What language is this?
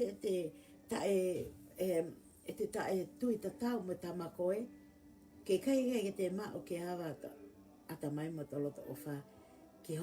Tongan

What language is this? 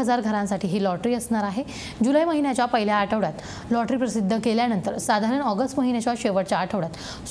Marathi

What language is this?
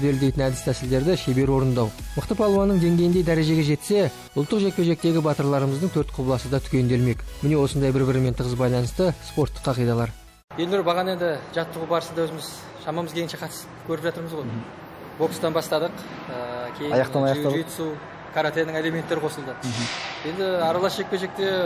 Kazakh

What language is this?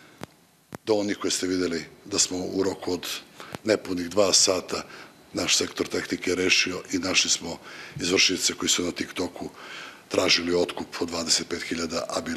Serbian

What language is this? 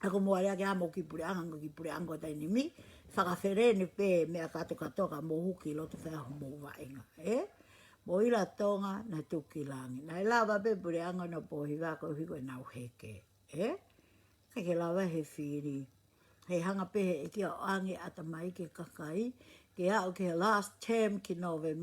Tongan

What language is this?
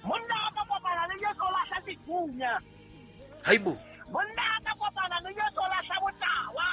Southern Sotho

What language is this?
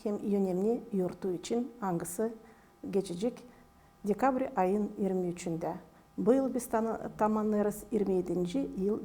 Gagauz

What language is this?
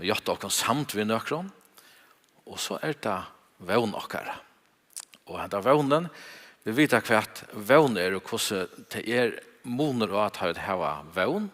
Faroese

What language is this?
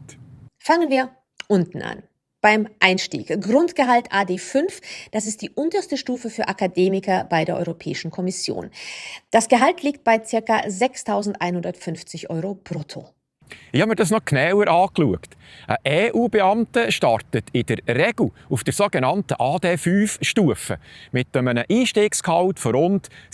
Swiss German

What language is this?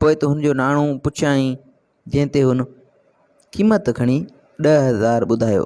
Sindhi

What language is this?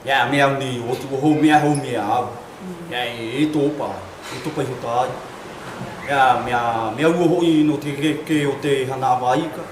South Marquesan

